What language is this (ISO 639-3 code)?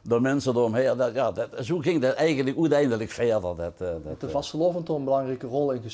lim